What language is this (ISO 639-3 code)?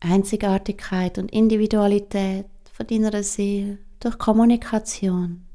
gsw